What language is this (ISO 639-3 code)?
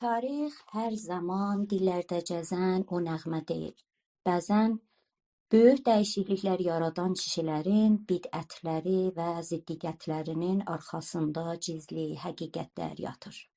azb